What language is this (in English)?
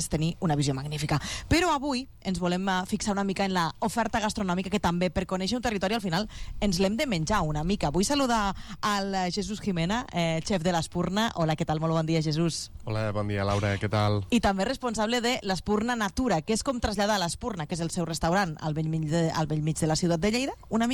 Catalan